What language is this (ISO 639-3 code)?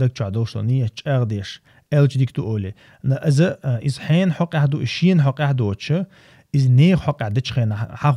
che